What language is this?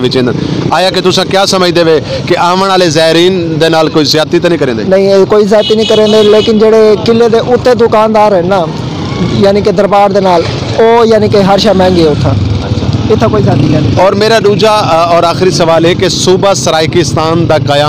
Saraiki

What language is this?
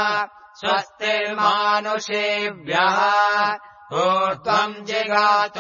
Sanskrit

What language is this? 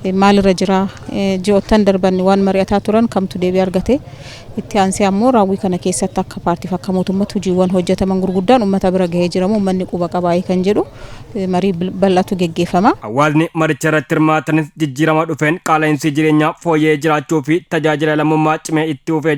Oromo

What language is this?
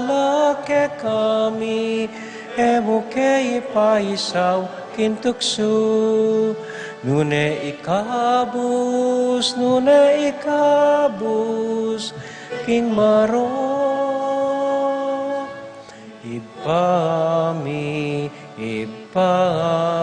Pampanga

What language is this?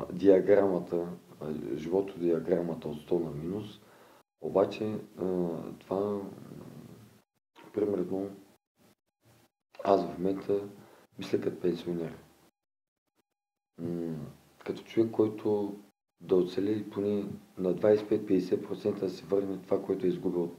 Bulgarian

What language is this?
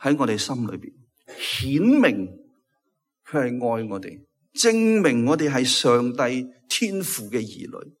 Cantonese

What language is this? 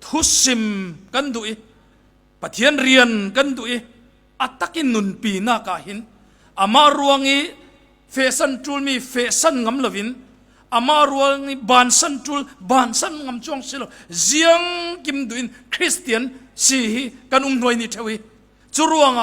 Falam Chin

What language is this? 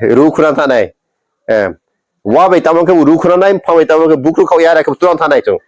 Riang (India)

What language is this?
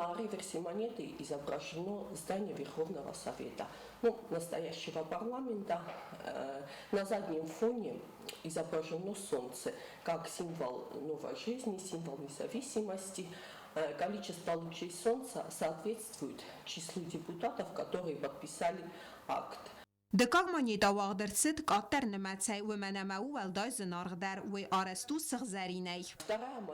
Ossetic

